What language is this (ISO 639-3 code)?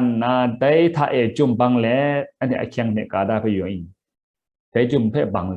kac